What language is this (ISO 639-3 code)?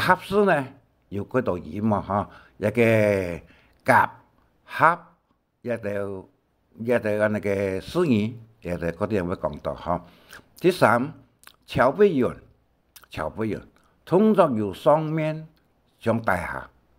hak